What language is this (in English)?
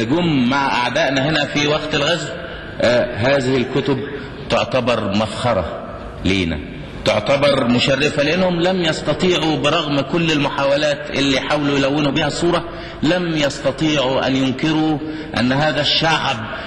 Egyptian Arabic